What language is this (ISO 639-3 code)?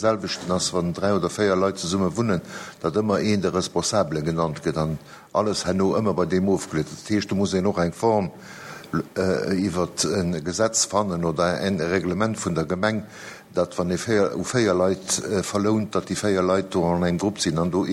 ltz